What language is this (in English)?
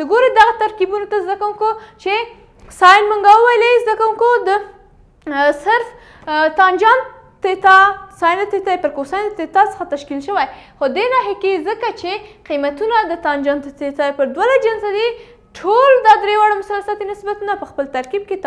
Pashto